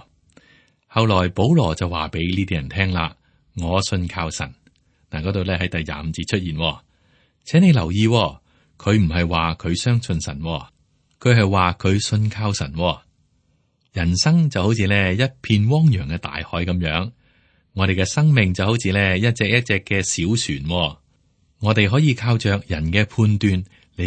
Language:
Cantonese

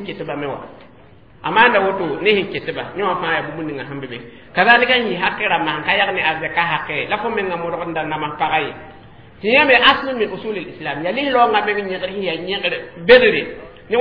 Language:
Mossi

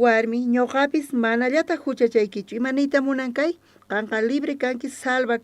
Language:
South Bolivian Quechua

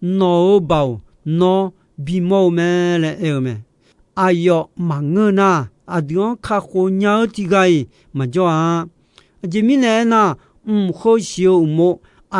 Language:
Akha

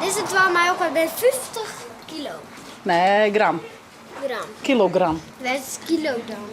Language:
Western Frisian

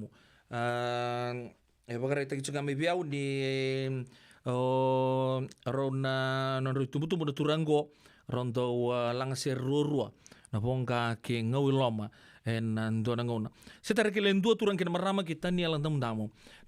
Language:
Fijian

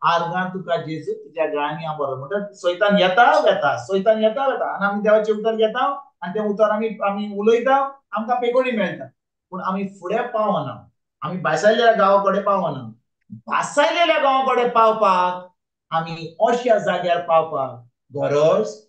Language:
Konkani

